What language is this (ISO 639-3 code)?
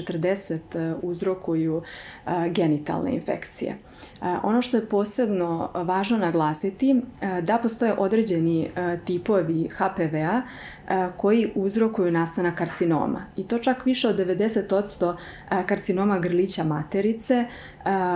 srp